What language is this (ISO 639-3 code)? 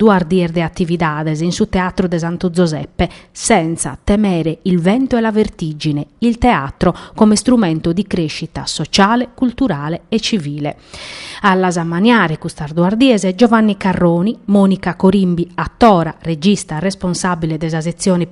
srd